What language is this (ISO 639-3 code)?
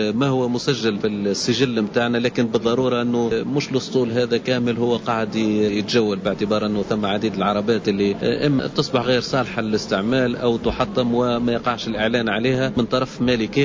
aeb